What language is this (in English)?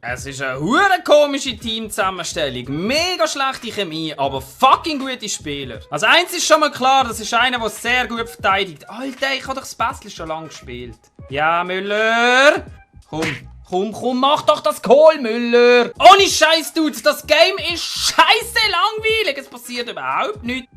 Swiss German